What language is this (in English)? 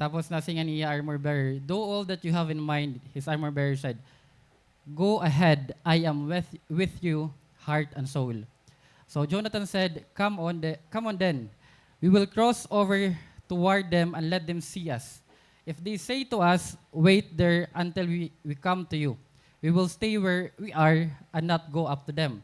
Waray